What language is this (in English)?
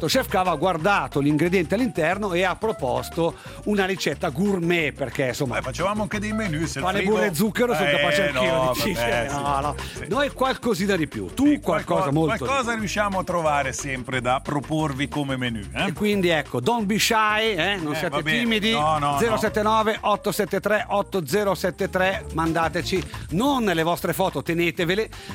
Italian